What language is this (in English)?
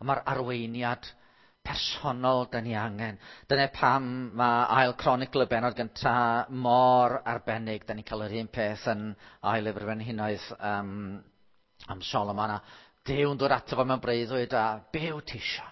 Welsh